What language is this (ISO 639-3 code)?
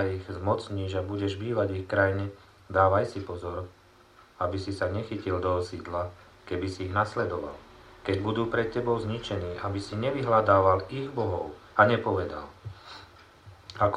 slk